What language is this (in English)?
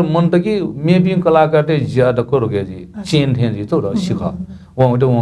Newari